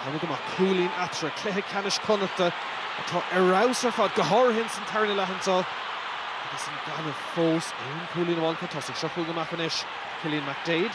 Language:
Irish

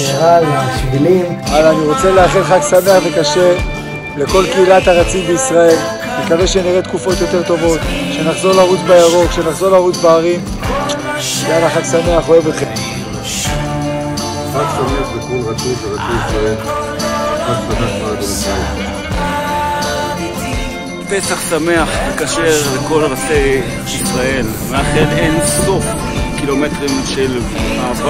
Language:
Hebrew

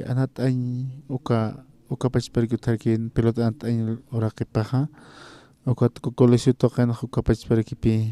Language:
Aymara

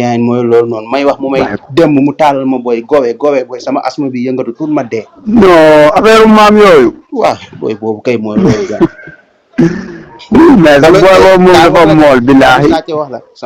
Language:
Wolof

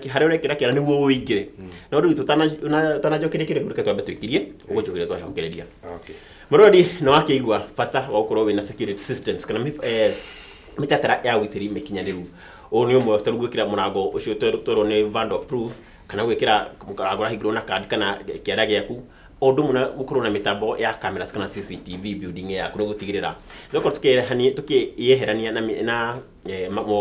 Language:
Kikuyu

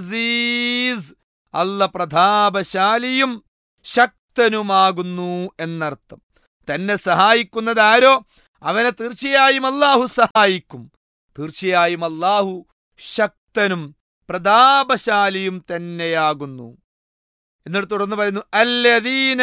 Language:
Malayalam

